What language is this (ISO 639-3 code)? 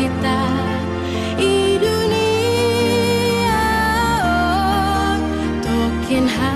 bts